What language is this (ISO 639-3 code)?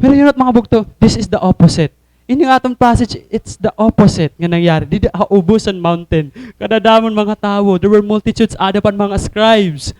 war